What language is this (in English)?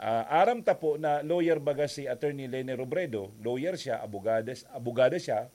Bikol